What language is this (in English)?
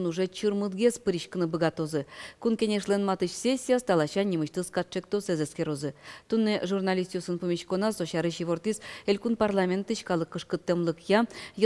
Udmurt